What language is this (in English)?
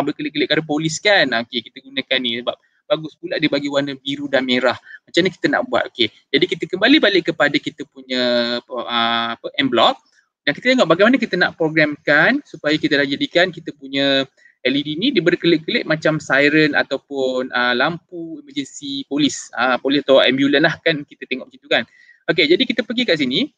Malay